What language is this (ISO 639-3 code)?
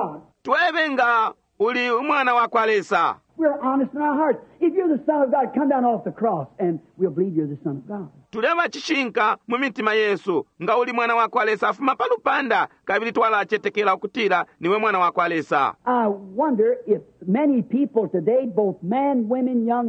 bem